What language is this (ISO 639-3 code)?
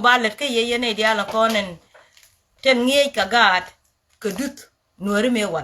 nus